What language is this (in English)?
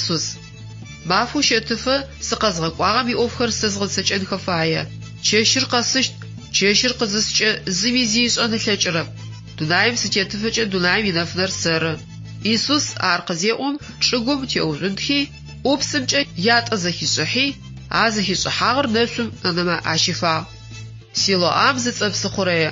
Adyghe